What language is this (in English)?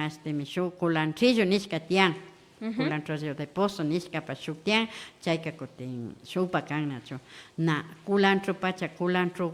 Imbabura Highland Quichua